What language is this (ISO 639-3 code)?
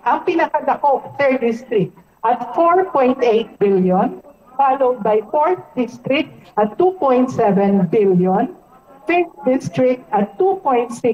hil